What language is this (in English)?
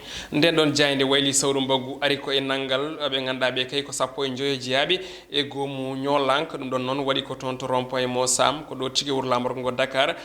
Fula